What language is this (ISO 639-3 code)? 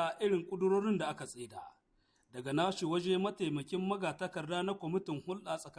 hau